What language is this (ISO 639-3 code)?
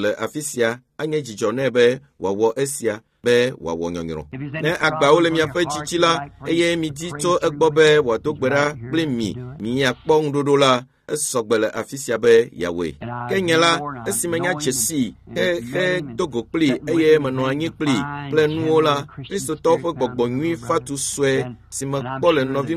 ewe